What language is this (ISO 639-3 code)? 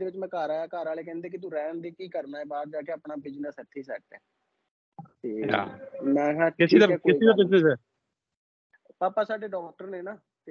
pan